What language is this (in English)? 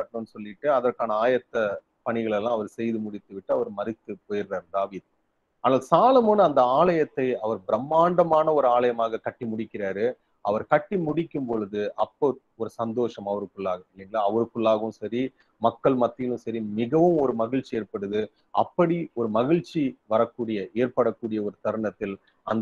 Tamil